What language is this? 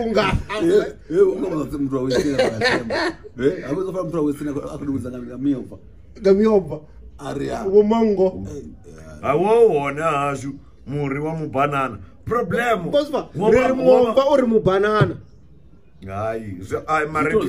Venda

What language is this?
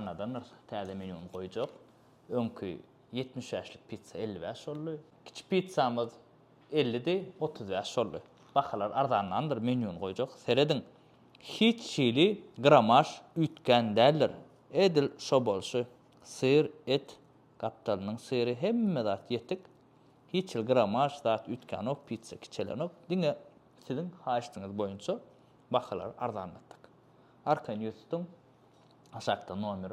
Turkmen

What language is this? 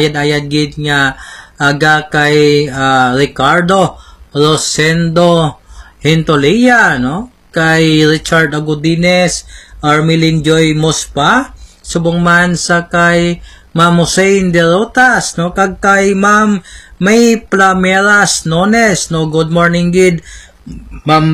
Hiligaynon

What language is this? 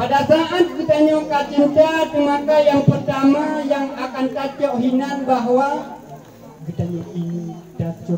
Achinese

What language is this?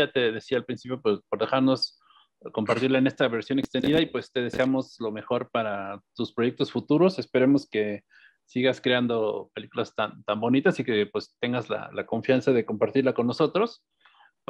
Spanish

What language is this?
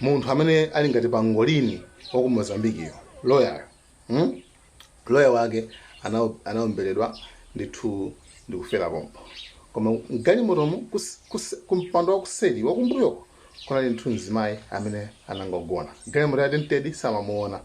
Nyanja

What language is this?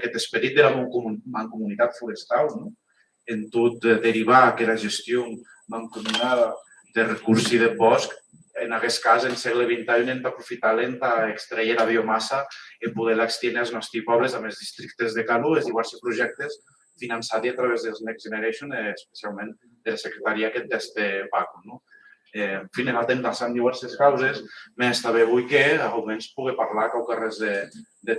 Occitan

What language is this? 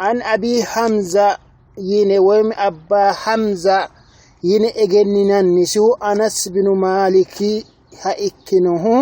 Sidamo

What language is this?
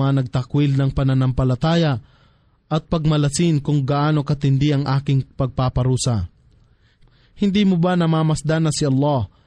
Filipino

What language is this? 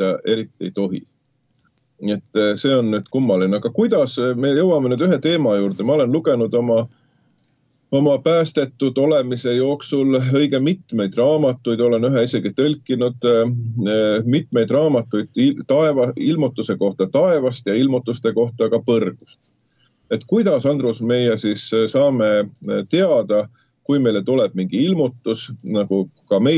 Estonian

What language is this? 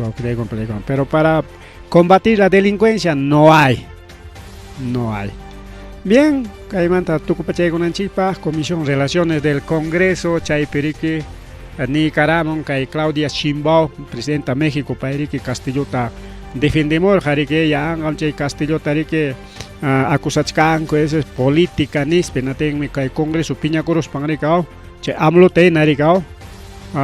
Ayacucho Quechua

